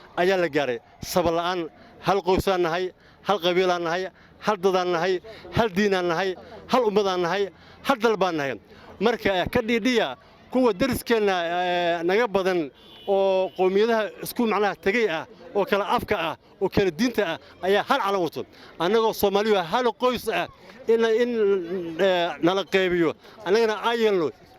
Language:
Somali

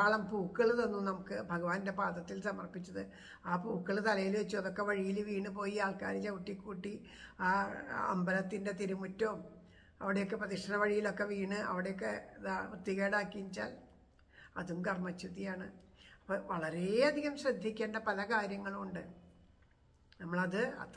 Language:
Malayalam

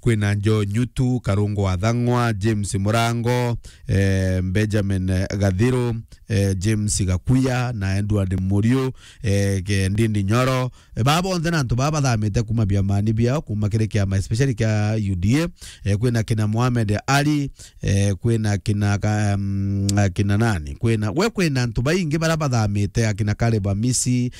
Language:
Meru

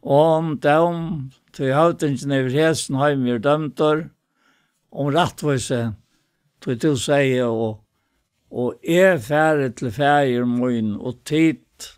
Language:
Faroese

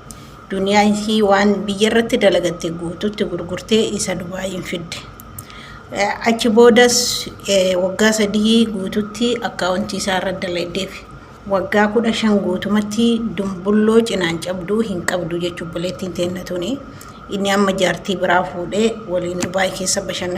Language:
Oromo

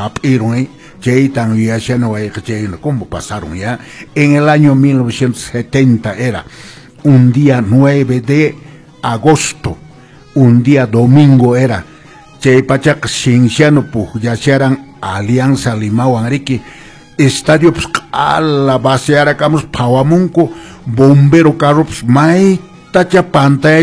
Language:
Quechua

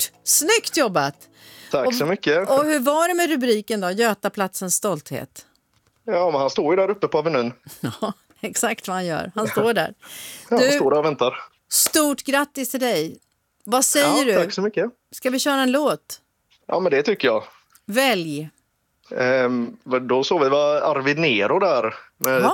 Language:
Swedish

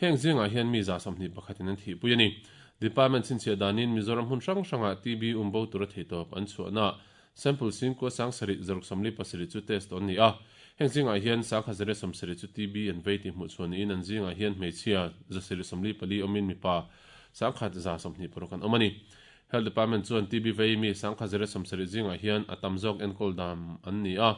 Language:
Mizo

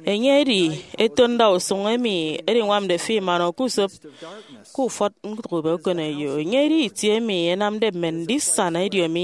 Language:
Efik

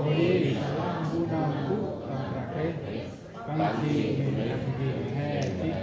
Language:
Central Mnong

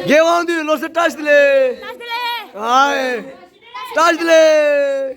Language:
Tibetan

